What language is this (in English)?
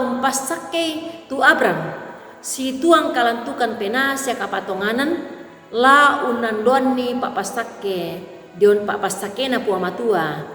Toraja-Sa'dan